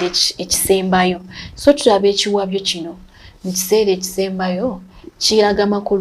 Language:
Ganda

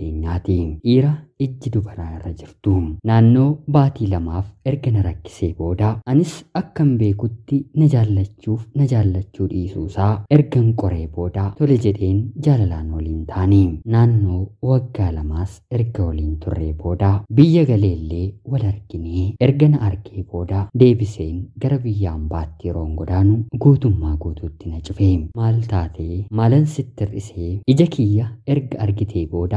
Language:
Oromo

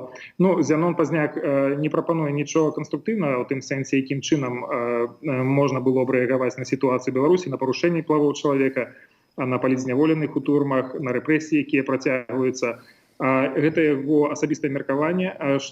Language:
Belarusian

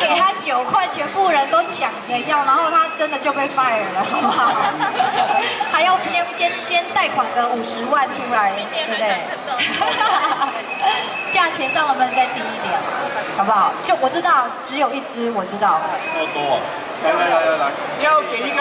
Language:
Chinese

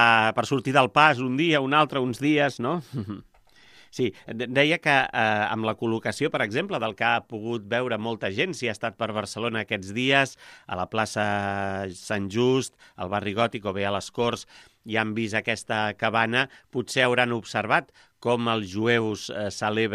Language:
Catalan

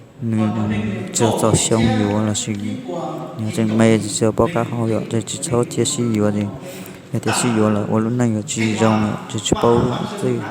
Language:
Hmong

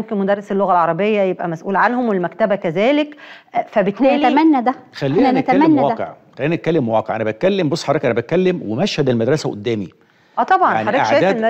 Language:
Egyptian Arabic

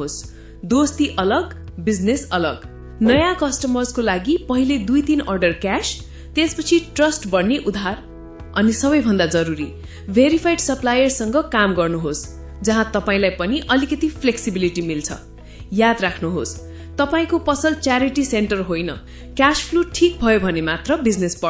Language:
Nepali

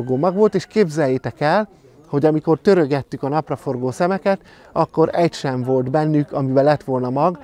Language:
Hungarian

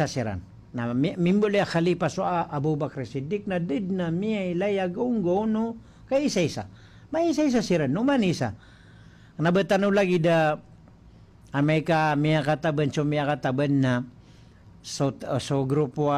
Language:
Maranao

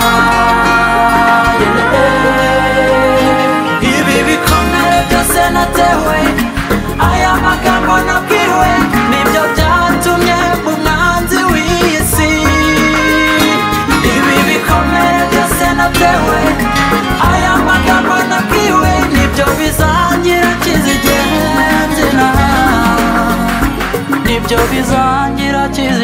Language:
Kinyarwanda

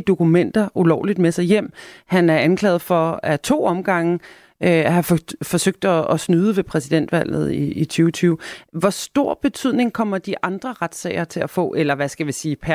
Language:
Danish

